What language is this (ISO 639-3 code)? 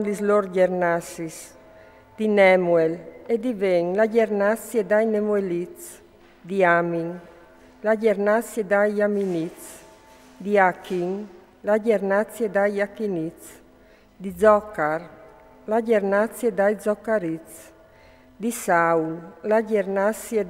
fur